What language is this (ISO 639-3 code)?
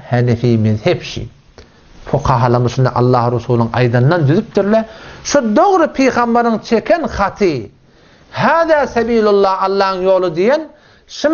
tuk